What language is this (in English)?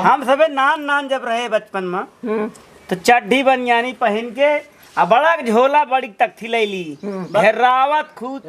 Awadhi